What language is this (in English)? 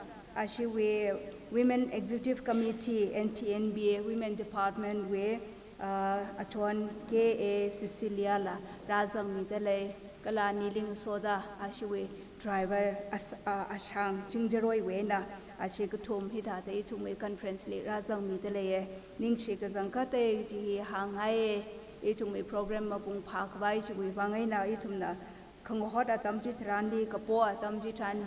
Tangkhul Naga (India)